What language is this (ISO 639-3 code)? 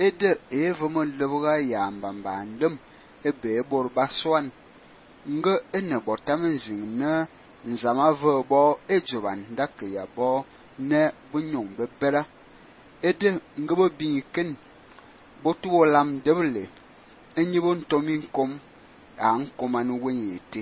fan